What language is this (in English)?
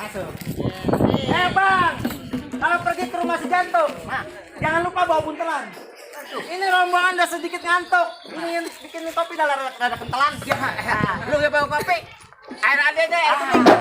Betawi